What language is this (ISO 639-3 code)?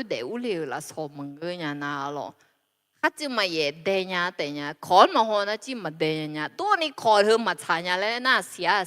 ahk